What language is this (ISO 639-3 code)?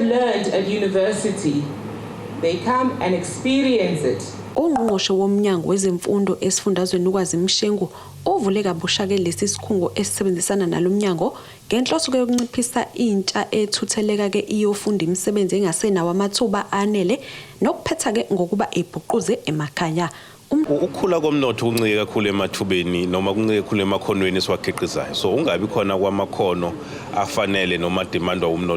zul